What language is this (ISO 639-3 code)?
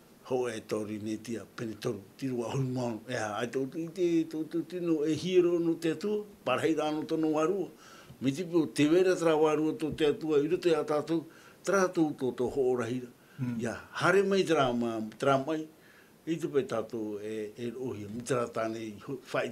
tah